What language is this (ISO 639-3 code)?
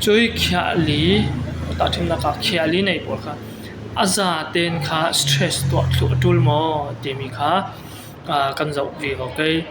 cfm